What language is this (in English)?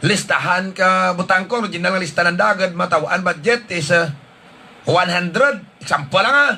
Hiligaynon